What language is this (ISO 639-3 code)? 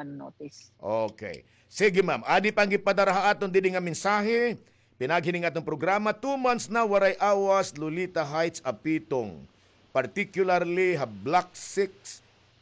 war